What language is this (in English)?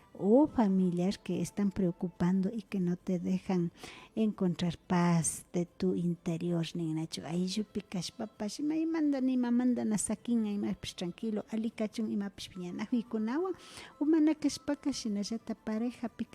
Imbabura Highland Quichua